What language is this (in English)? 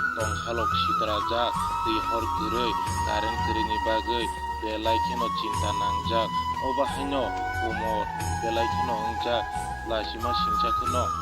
Kok Borok